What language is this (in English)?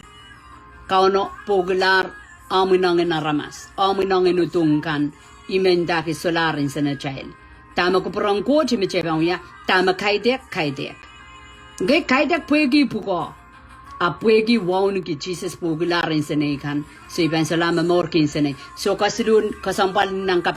Pohnpeian